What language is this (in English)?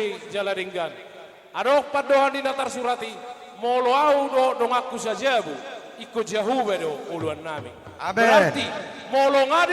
Batak Toba